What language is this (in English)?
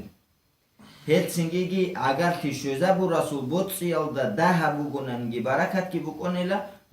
Avaric